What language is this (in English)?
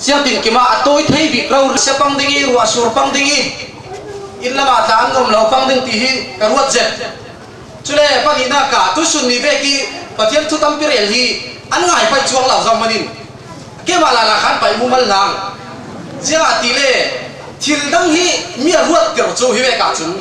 Falam Chin